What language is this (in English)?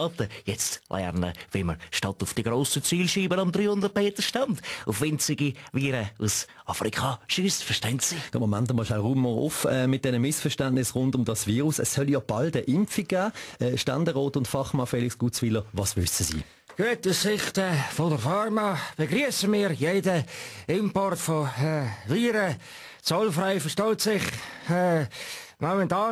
Swiss German